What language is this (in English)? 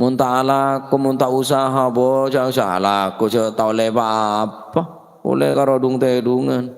Madurese